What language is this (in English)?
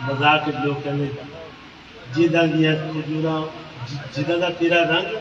Saraiki